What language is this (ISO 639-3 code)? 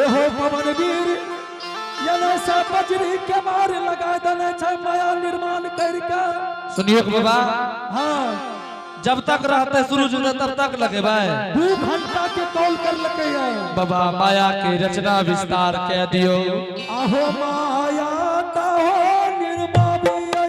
anp